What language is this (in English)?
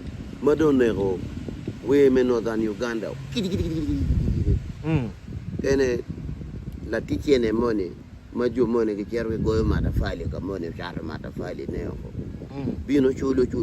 Acoli